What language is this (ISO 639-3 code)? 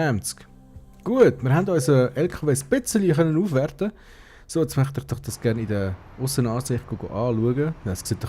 gsw